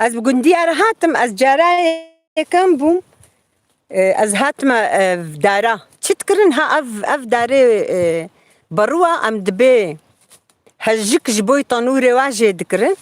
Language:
Kurdish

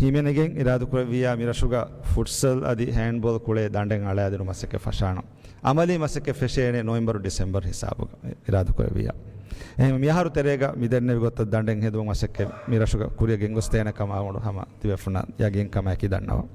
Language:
Divehi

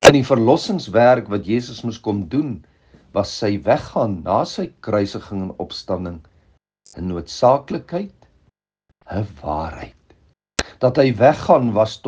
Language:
Afrikaans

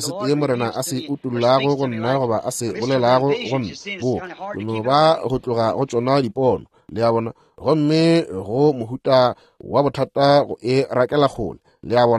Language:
Northern Sotho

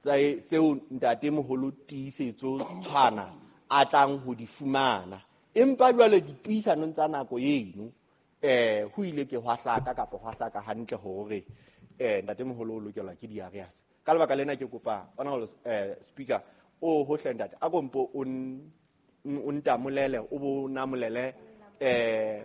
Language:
Southern Sotho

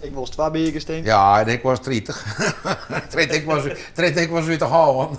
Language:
Western Frisian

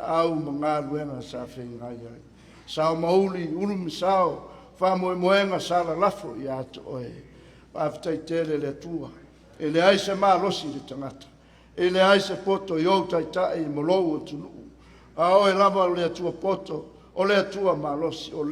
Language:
Samoan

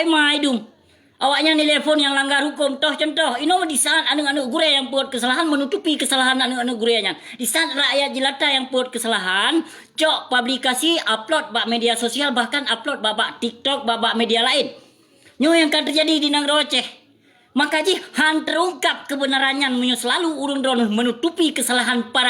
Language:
Achinese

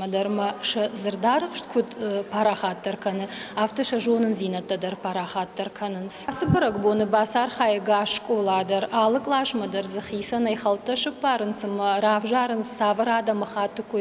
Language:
Ossetic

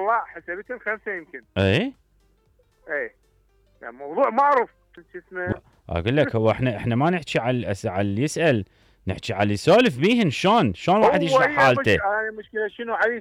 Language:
Mesopotamian Arabic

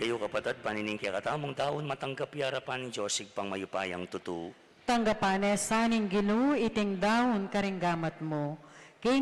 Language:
Pampanga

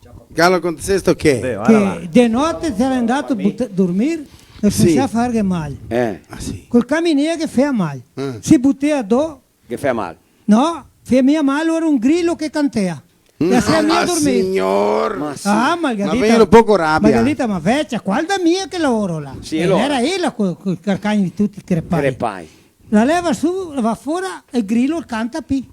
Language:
Venetian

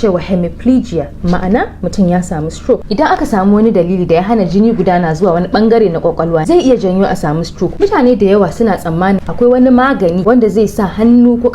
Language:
Hausa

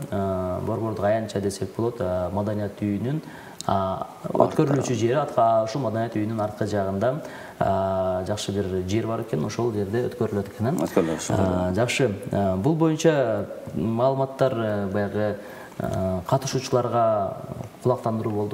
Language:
Kyrgyz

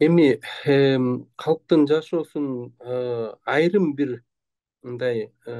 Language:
Kyrgyz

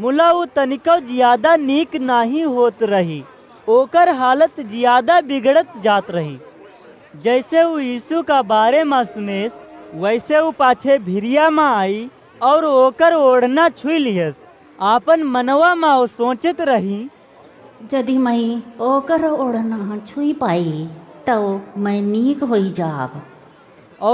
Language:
Awadhi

